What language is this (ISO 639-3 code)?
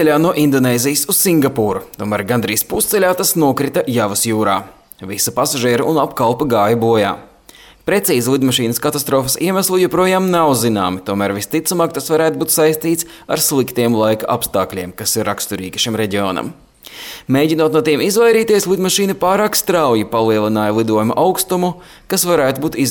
lav